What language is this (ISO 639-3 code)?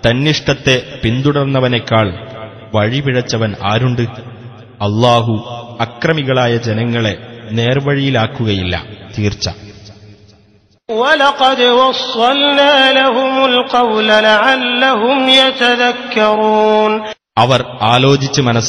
mal